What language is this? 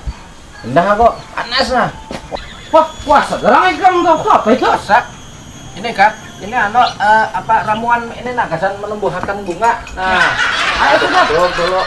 Banjar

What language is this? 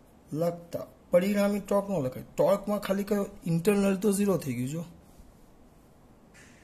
Gujarati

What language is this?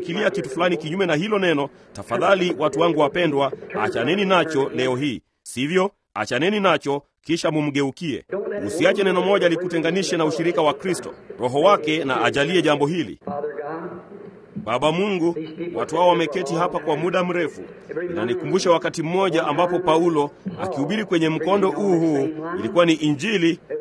Swahili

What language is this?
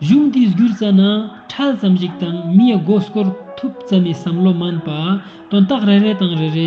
Ladakhi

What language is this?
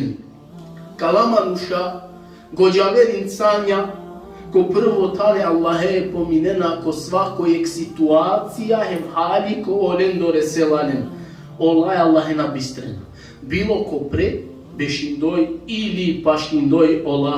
Balkan Romani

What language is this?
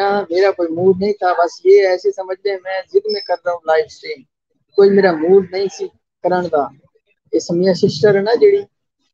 Saraiki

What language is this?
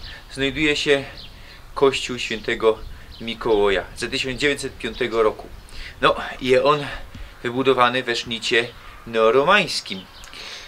Silesian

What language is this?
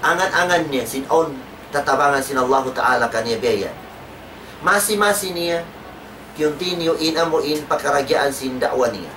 Tausug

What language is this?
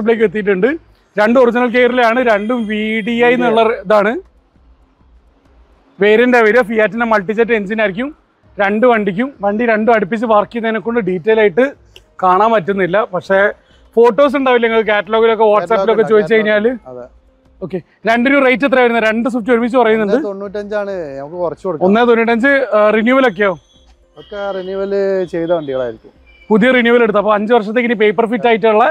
Malayalam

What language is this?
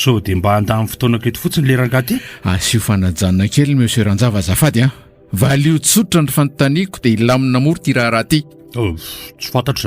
Malagasy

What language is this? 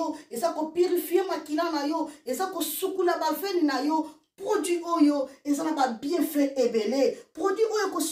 Lingala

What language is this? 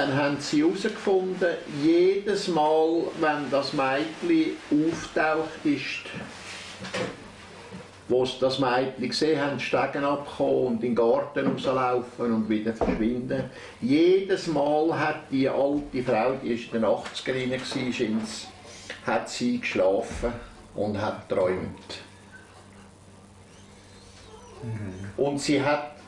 German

